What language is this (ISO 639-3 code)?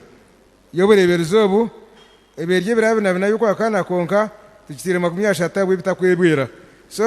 nyn